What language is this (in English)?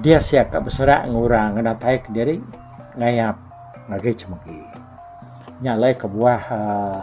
Iban